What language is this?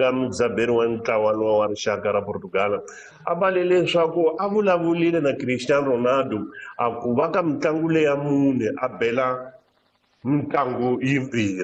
Tsonga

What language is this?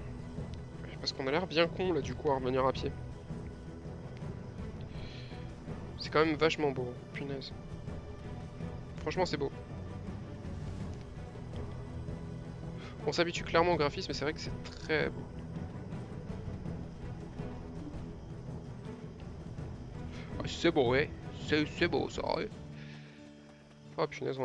French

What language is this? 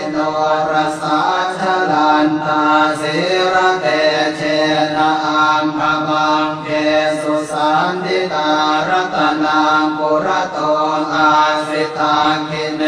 Pali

